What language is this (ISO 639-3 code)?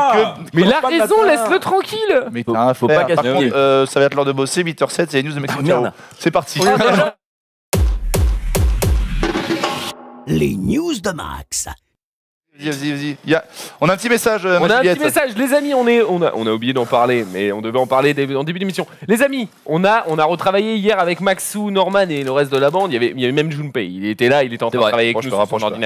fra